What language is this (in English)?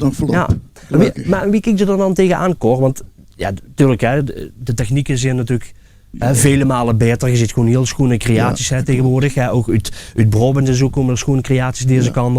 Limburgish